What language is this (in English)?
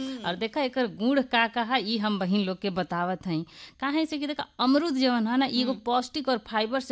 Bhojpuri